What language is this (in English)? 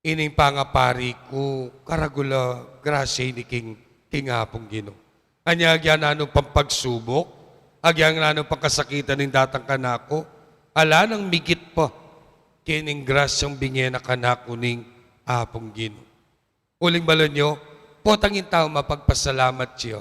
Pampanga